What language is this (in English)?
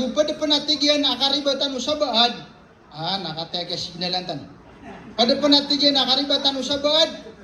Maranao